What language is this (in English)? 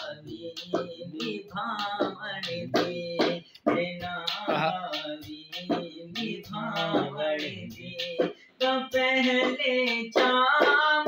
Saraiki